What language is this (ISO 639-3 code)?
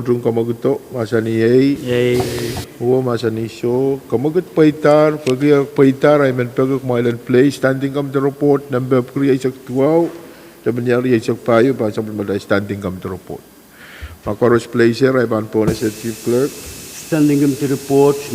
pon